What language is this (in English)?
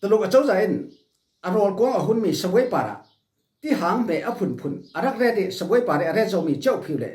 Falam Chin